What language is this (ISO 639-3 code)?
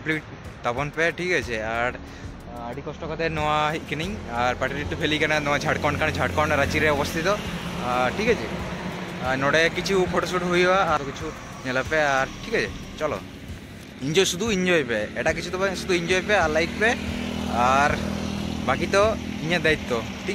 sat